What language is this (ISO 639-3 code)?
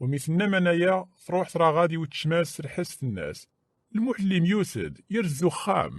kab